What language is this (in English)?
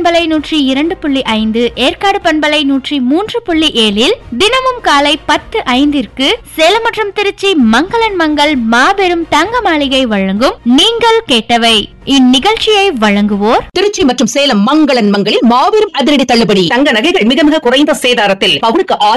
Tamil